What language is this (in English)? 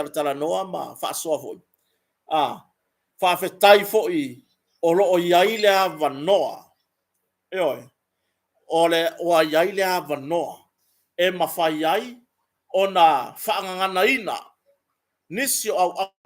Samoan